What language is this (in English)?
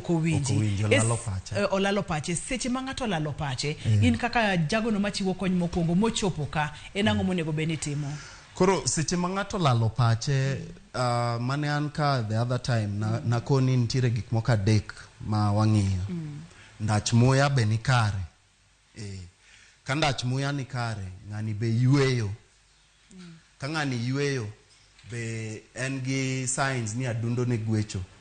Luo (Kenya and Tanzania)